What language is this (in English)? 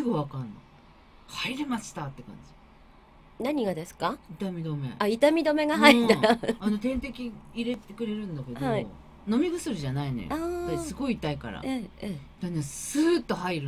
Japanese